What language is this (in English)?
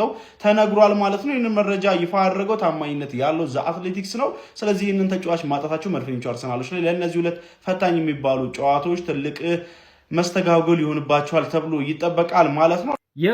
Amharic